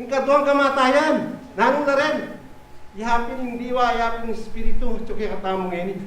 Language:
Pampanga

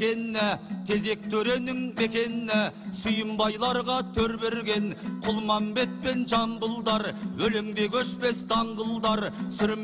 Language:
Kazakh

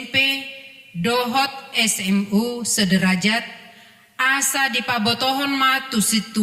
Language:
Batak Toba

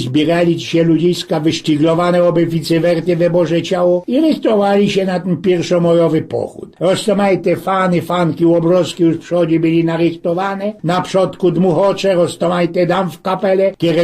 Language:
Silesian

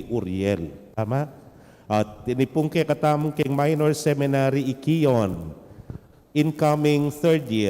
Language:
Pampanga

